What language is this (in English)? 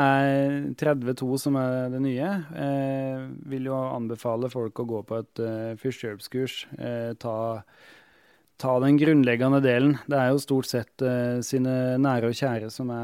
Norwegian